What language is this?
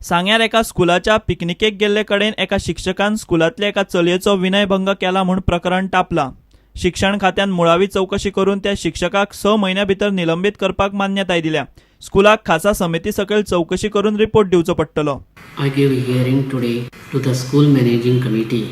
Konkani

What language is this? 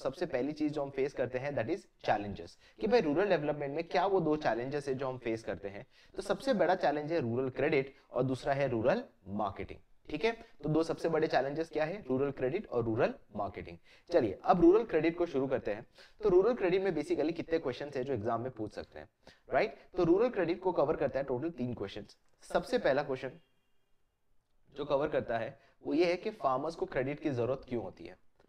Hindi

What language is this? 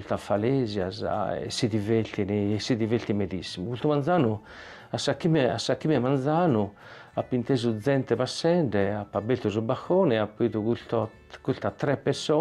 Sardinian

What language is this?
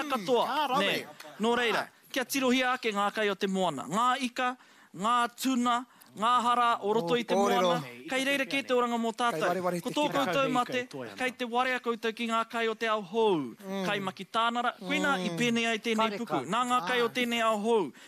Māori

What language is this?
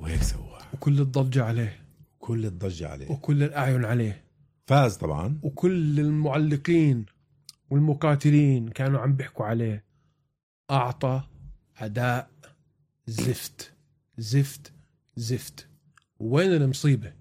North Levantine Arabic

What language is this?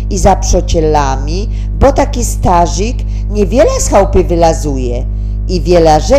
Silesian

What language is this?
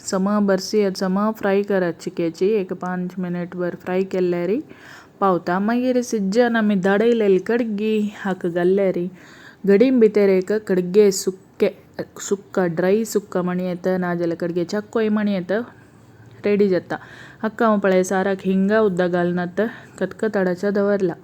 Konkani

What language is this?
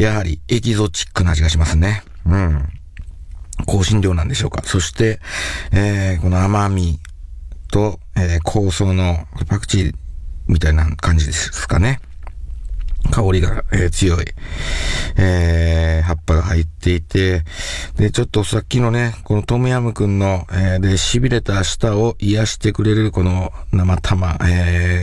Japanese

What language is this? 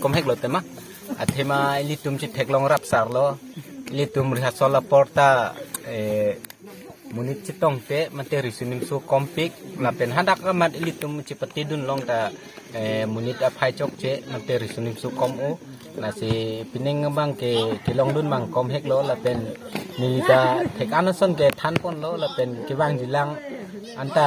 Karbi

